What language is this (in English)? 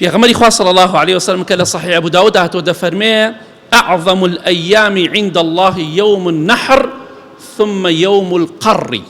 Central Kurdish